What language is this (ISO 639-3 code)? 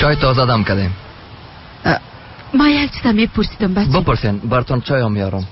tgk